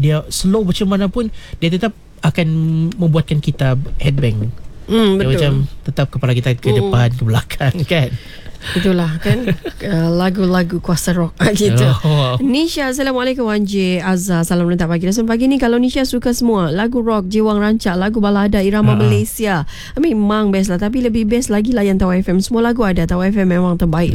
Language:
Malay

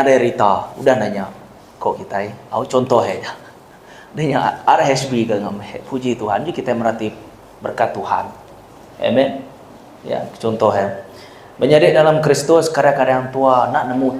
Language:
Iban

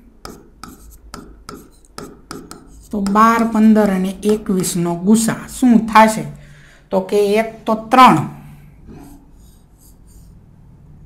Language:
Gujarati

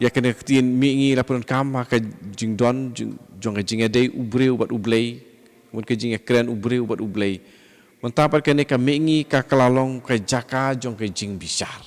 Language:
Khasi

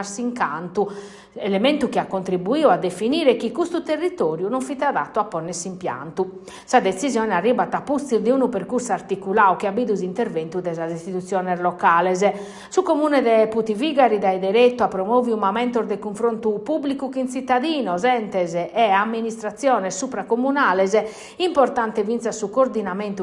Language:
Sardinian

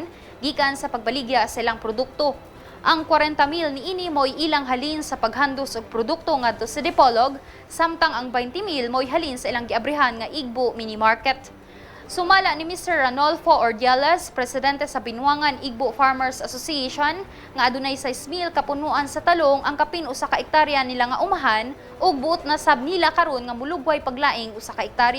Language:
Cebuano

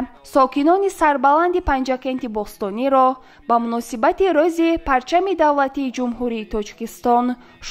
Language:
Tajik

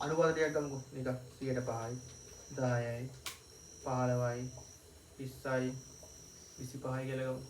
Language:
Sinhala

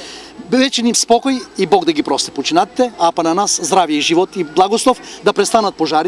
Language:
Macedonian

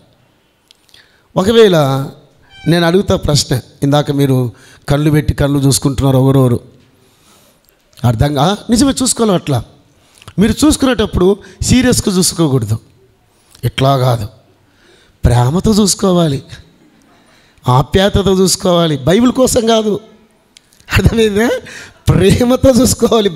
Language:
Telugu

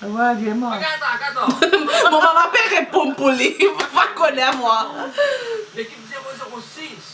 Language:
Morisyen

